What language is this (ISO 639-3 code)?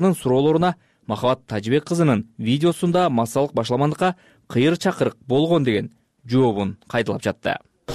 kir